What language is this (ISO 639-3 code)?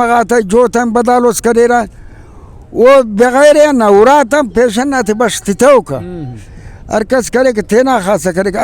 brh